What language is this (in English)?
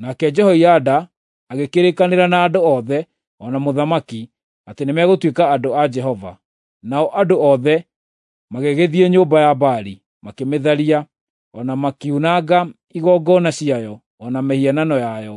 Kikuyu